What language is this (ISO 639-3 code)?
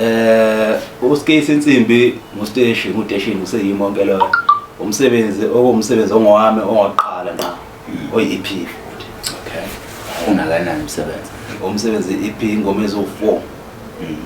zul